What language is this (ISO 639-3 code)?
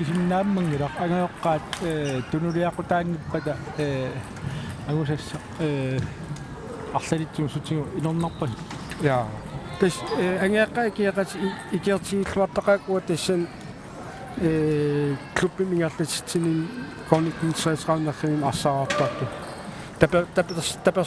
kal